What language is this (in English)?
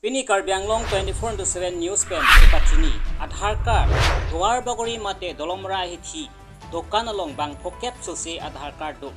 Karbi